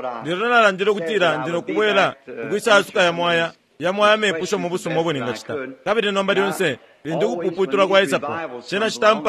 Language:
Bemba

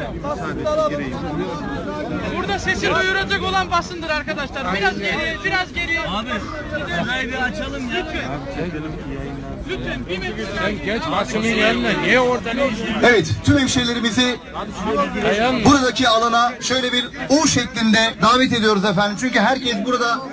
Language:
Turkish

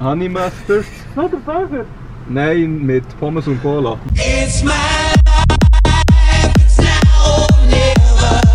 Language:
Swiss German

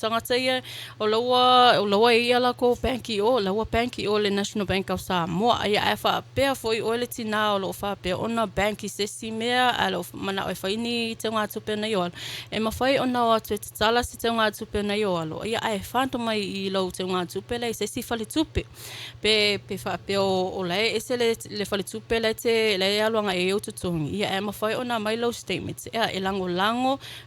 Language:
Samoan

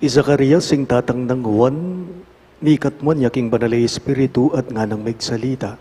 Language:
Pampanga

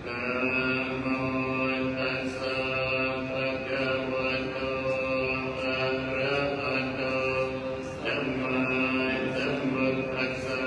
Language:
Pali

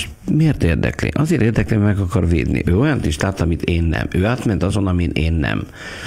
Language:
Hungarian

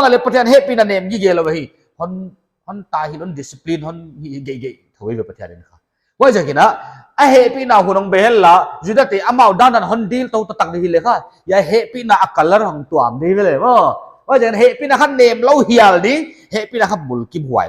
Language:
Paite Chin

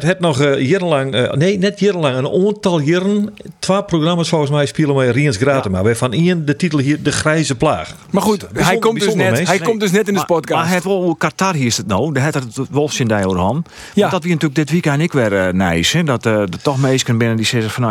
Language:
Western Frisian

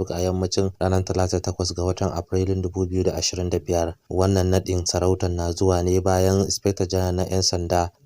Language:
Hausa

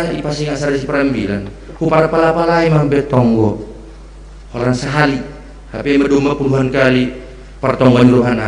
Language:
Batak Simalungun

